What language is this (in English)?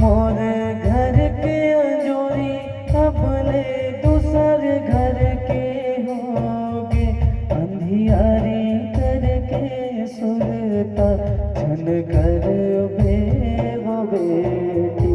Chhattisgarhi